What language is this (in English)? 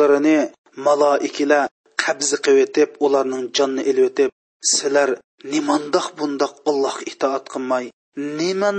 Uyghur